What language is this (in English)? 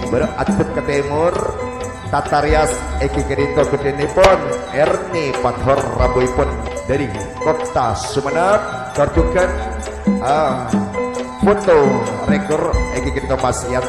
Madurese